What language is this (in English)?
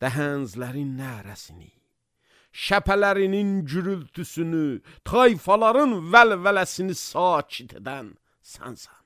Azerbaijani